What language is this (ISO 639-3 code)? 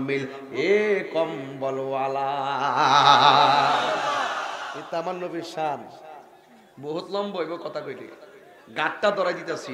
ben